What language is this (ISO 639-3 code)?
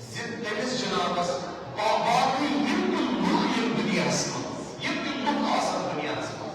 kas